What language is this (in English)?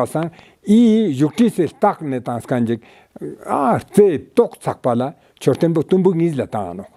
Ladakhi